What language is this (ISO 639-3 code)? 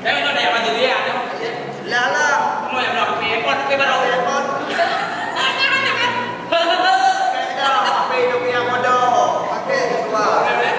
ace